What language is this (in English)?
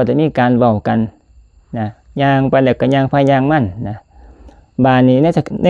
Northeastern Thai